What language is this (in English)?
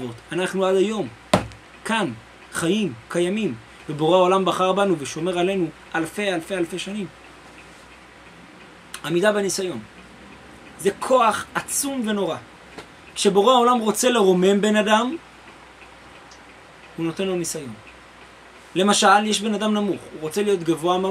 Hebrew